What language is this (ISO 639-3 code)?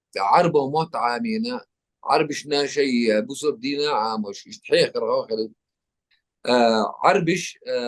che